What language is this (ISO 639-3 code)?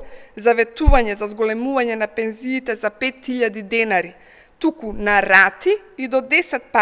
mkd